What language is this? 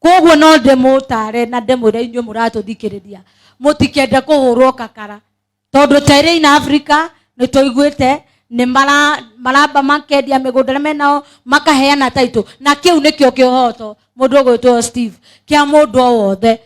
Kikuyu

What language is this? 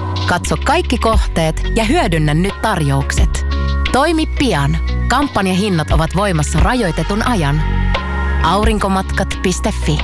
Finnish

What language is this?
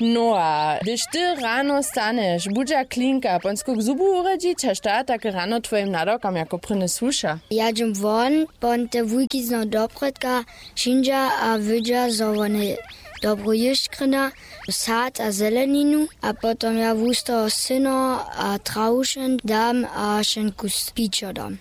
Upper Sorbian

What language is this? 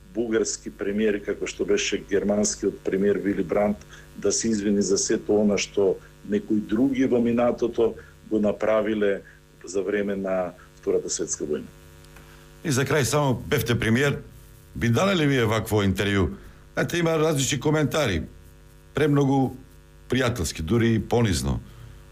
Macedonian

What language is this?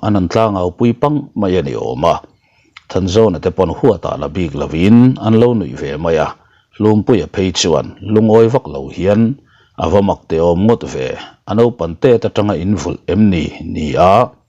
Mizo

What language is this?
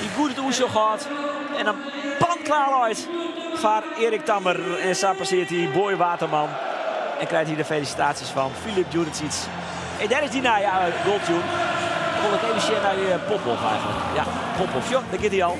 Western Frisian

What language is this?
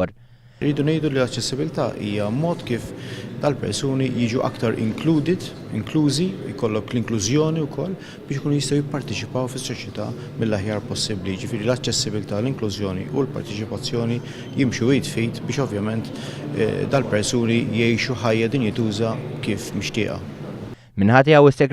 Maltese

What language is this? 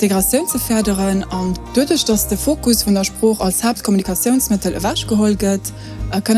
Luxembourgish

